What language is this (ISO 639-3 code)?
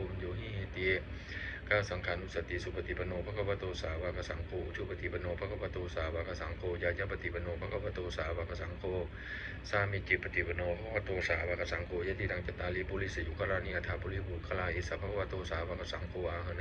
pli